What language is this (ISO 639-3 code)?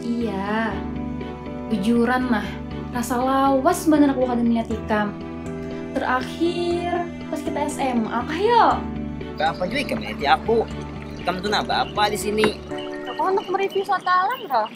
bjn